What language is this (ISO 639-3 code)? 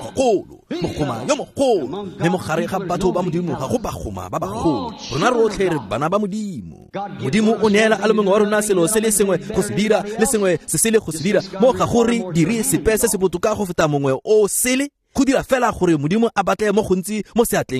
tsn